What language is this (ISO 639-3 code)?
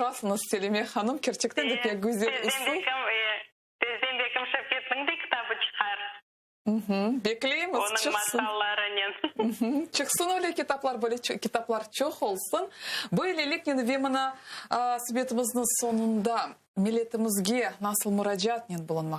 crh